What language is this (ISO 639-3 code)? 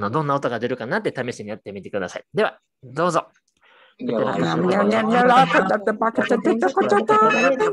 jpn